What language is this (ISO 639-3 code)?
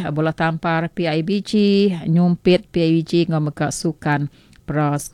iba